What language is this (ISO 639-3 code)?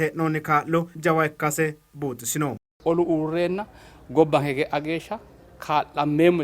sid